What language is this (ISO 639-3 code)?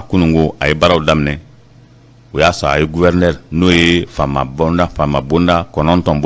bam